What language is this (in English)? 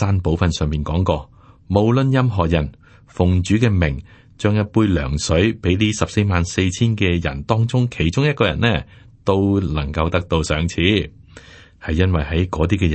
Cantonese